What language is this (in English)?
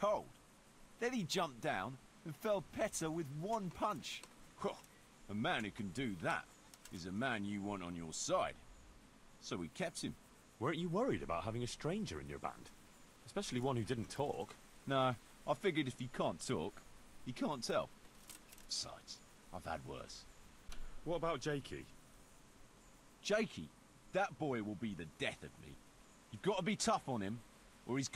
English